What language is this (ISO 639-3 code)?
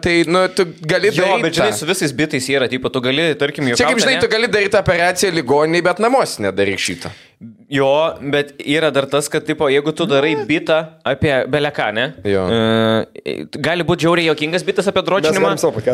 lit